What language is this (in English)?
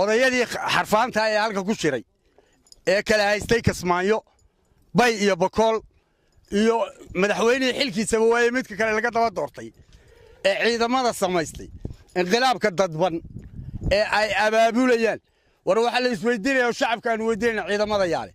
Somali